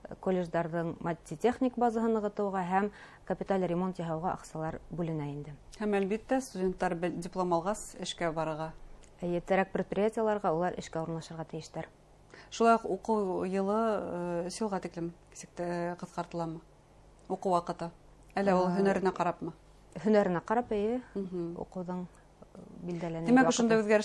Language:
Bashkir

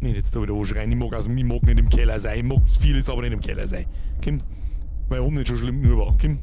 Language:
Bavarian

